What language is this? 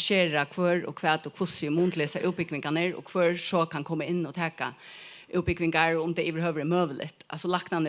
Faroese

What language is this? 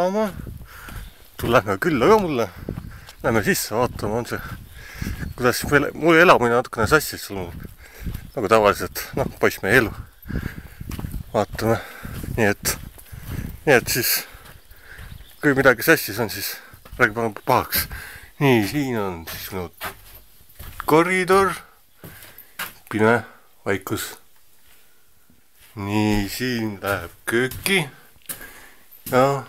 Estonian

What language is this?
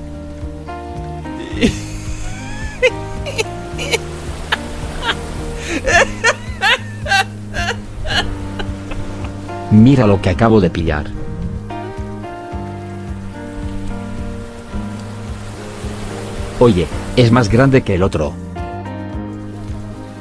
Spanish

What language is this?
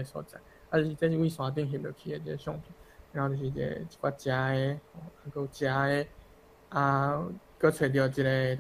Min Nan Chinese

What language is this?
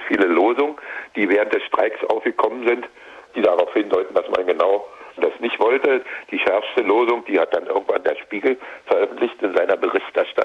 German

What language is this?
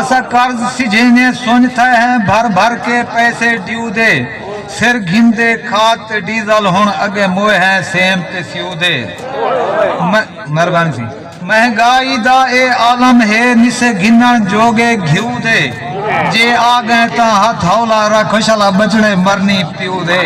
Saraiki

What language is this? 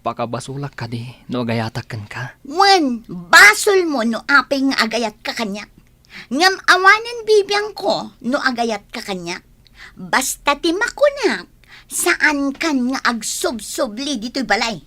Iloko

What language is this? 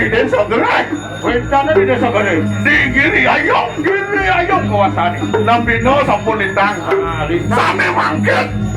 Balinese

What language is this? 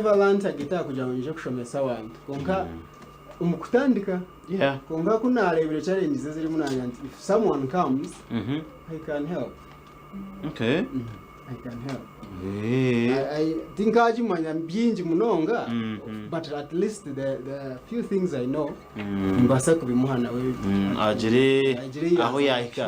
Nyankole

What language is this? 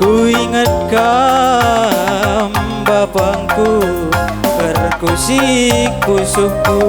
Batak Karo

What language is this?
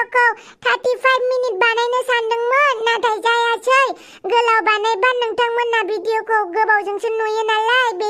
Bodo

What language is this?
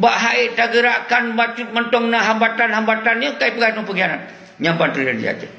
Achinese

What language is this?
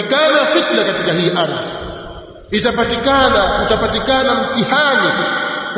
Swahili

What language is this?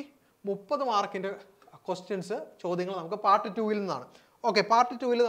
Malayalam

